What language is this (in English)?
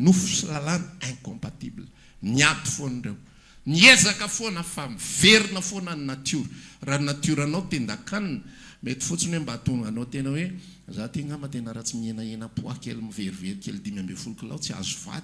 Malagasy